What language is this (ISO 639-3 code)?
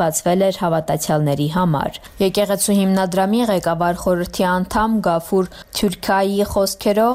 hye